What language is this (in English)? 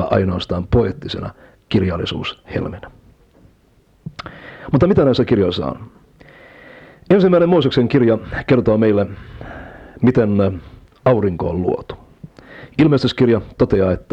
Finnish